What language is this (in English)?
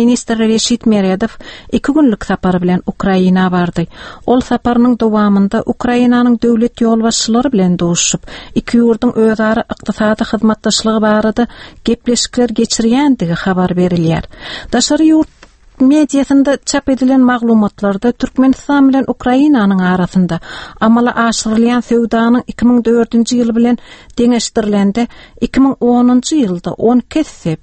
Turkmen